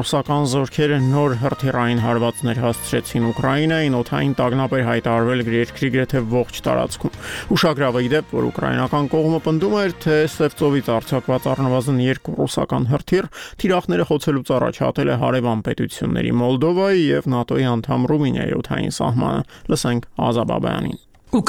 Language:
Armenian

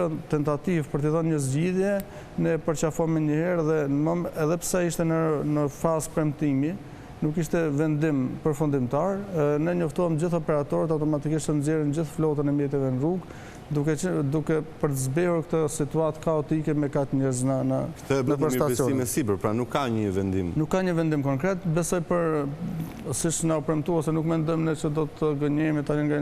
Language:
Albanian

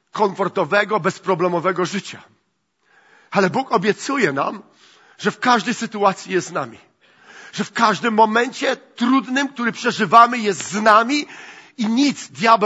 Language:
Polish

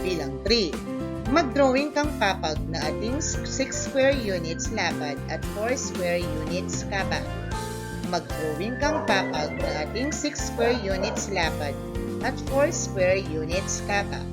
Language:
Pampanga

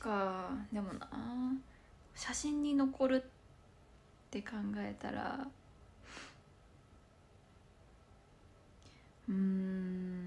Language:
Japanese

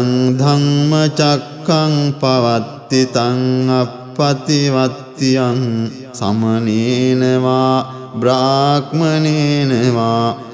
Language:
Pali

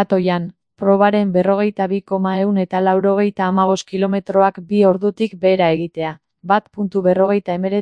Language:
Basque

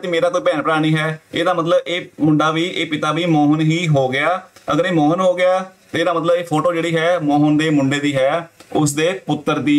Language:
Punjabi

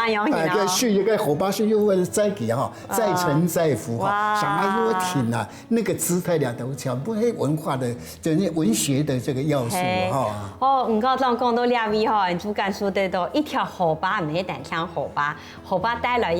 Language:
Hakka Chinese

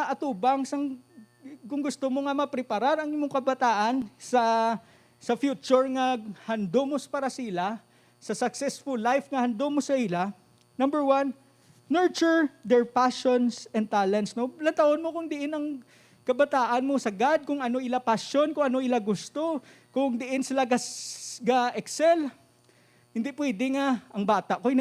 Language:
Hiligaynon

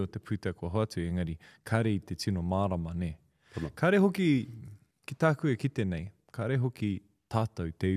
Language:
Māori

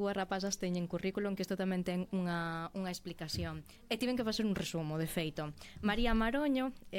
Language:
Galician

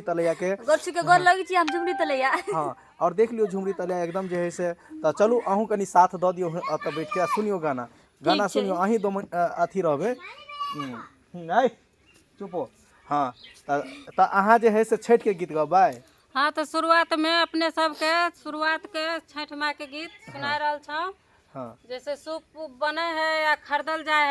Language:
Maithili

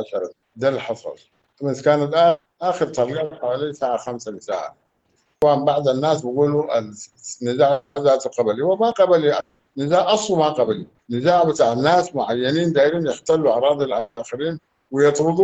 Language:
Sudanese Arabic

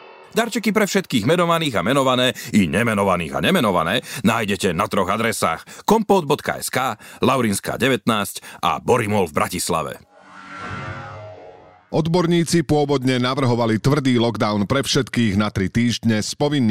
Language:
Slovak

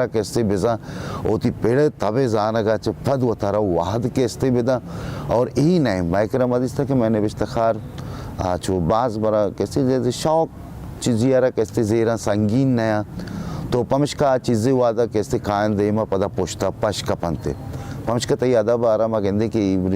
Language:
Baluchi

